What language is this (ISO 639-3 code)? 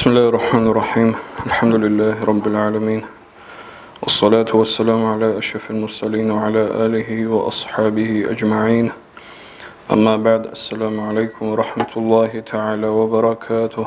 ava